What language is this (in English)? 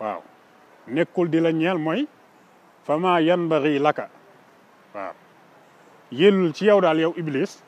Wolof